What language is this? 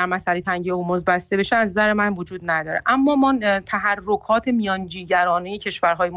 Persian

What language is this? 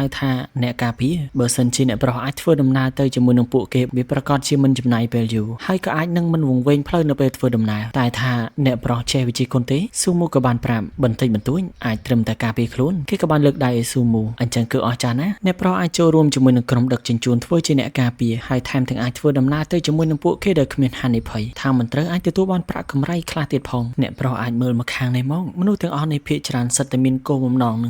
Khmer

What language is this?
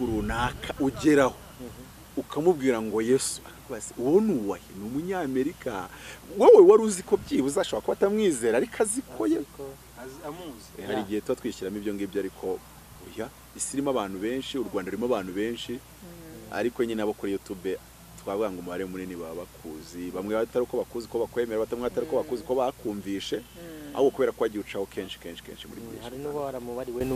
Kinyarwanda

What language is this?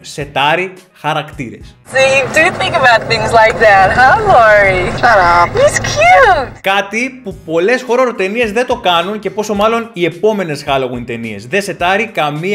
Greek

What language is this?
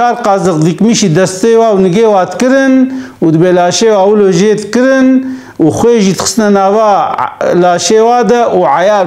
Kurdish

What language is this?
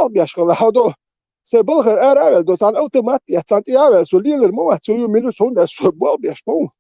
Chechen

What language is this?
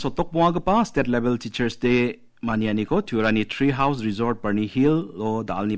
Garo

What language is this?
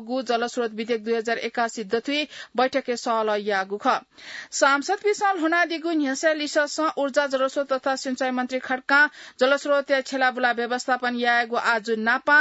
Newari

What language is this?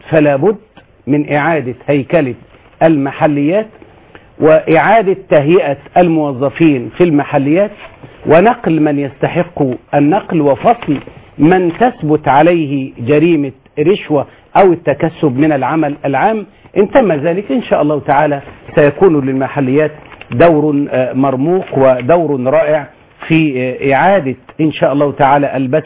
Arabic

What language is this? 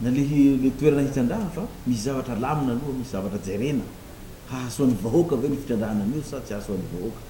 Malagasy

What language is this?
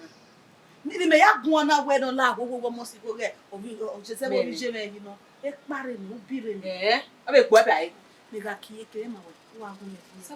Bini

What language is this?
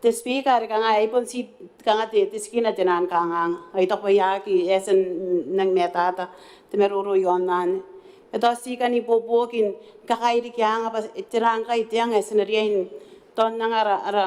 Gilbertese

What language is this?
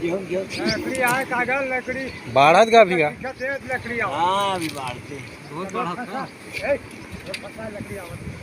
Chhattisgarhi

